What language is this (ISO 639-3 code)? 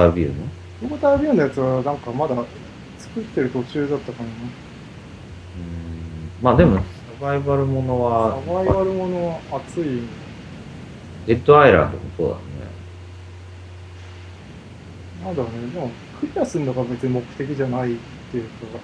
jpn